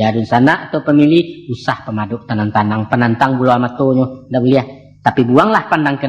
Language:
Minangkabau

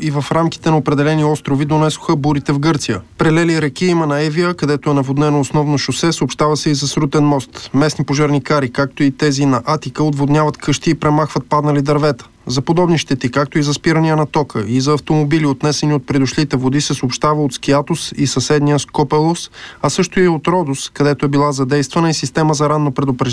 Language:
Bulgarian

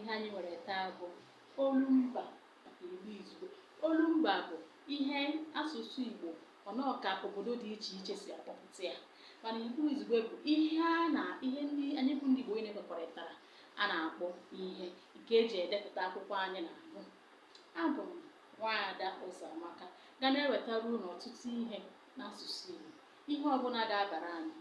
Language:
Igbo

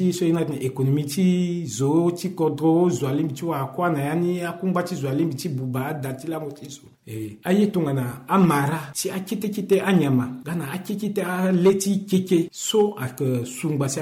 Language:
Sango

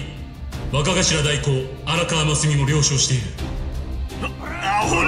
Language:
Japanese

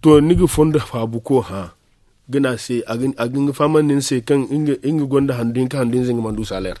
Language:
Zarma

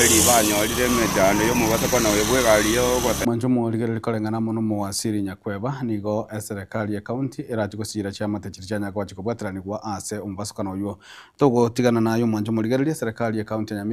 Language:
Gusii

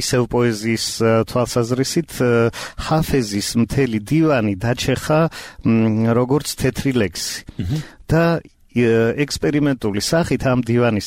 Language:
Georgian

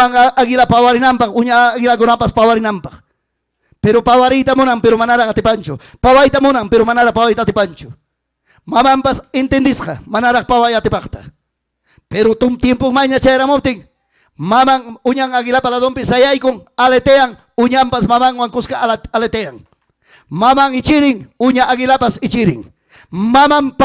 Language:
Ayacucho Quechua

